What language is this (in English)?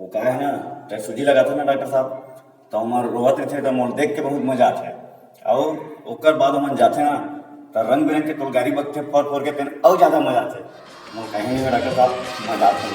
Chhattisgarhi